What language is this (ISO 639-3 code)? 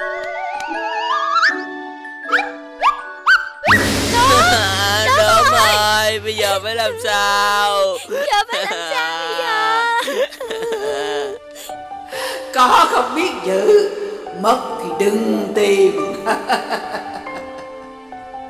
vie